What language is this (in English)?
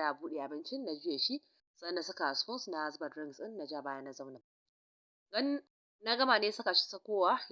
Hausa